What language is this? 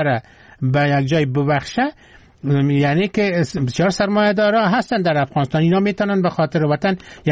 Persian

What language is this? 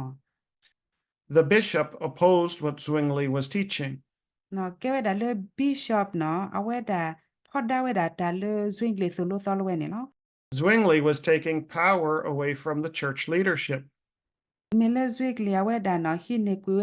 S'gaw Karen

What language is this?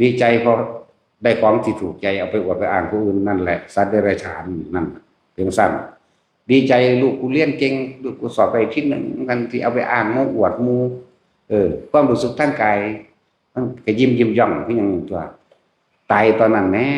Northeastern Thai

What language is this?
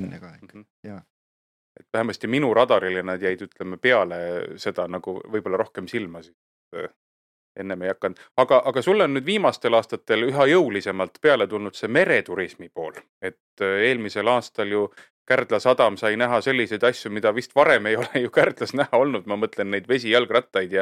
Estonian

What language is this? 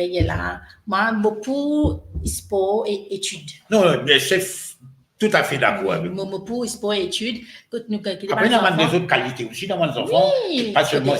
Morisyen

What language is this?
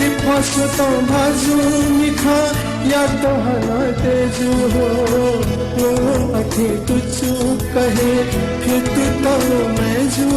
Newari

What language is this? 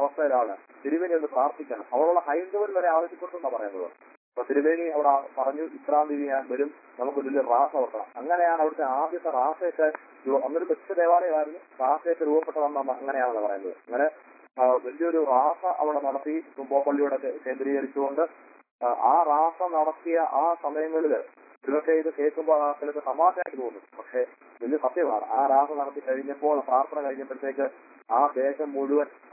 Malayalam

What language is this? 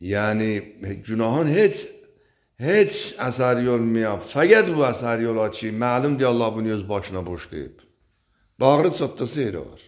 Azerbaijani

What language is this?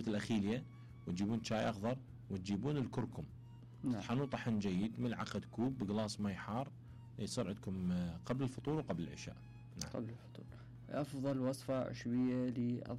Mesopotamian Arabic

